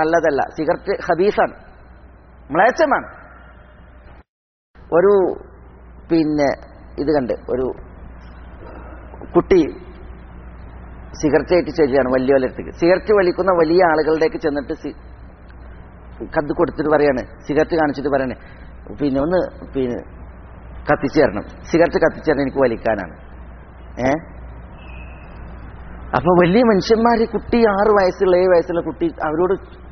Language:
Malayalam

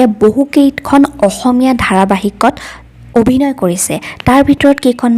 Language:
Assamese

